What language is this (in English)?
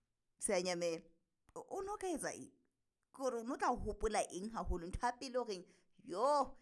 Southern Sotho